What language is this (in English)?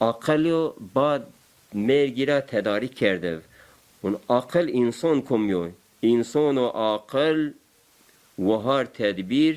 Zaza